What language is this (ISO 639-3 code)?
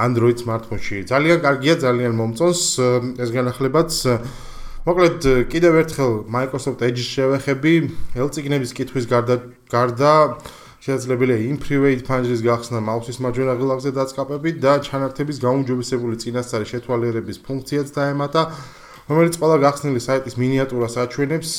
kat